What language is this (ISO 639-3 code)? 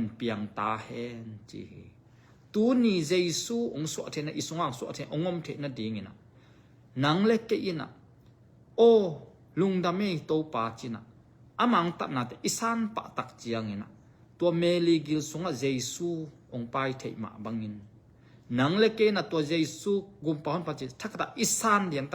ctd